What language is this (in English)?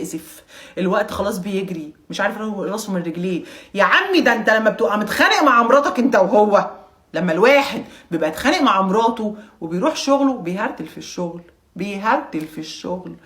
Egyptian Arabic